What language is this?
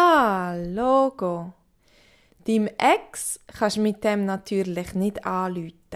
Swiss German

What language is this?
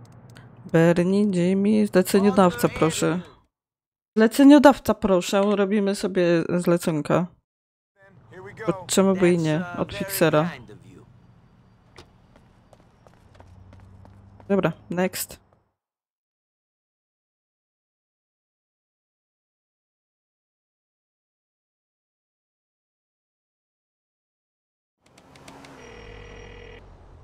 Polish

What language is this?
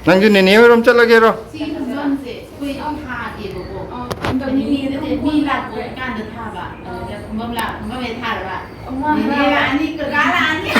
Manipuri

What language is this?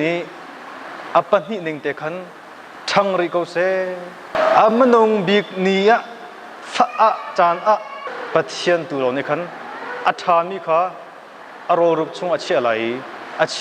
Hakha Chin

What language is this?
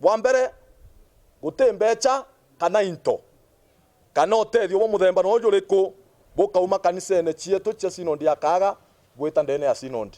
Meru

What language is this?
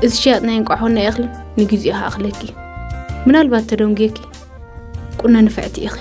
Tigrinya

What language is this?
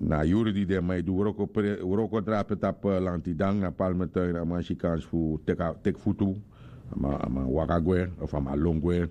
Sranan Tongo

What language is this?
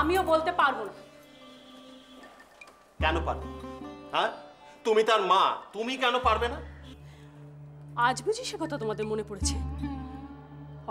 Bangla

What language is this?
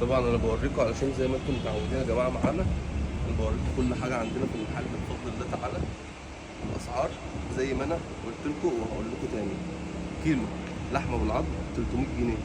Egyptian Arabic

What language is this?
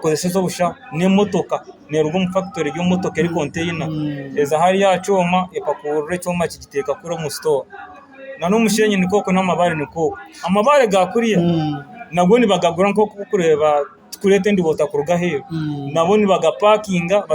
Nyankole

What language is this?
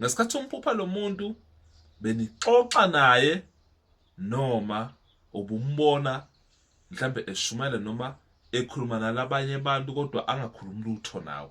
Zulu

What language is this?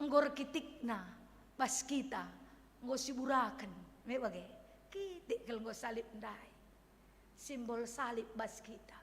Batak Karo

